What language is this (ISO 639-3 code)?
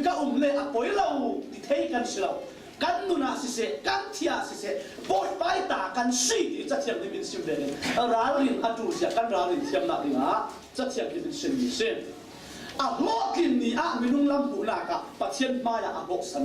cfm